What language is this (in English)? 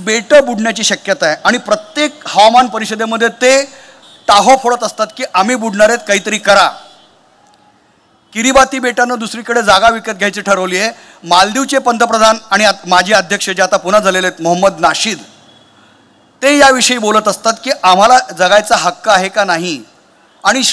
Marathi